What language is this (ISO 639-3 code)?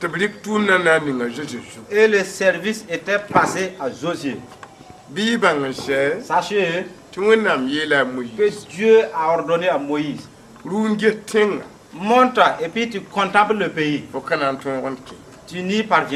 mos